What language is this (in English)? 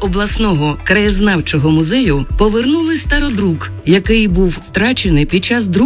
Ukrainian